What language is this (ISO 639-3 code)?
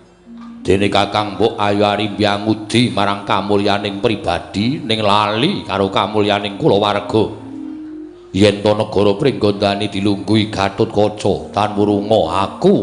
jav